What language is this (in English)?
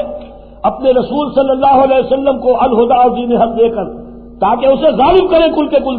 Urdu